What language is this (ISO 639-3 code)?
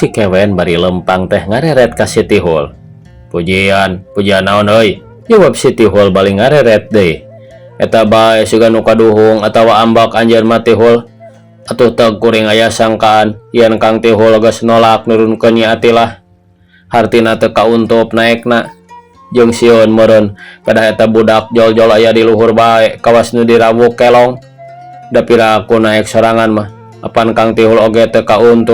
sun